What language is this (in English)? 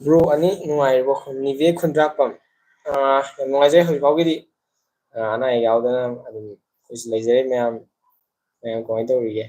Manipuri